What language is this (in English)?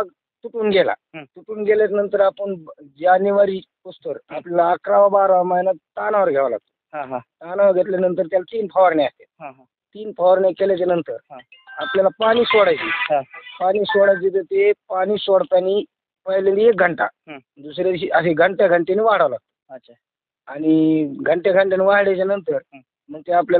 Marathi